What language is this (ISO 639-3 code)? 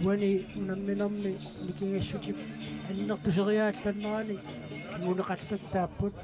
kal